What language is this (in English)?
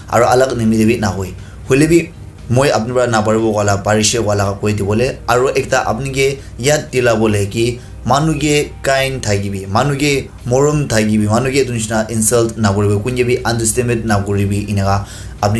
Naga Pidgin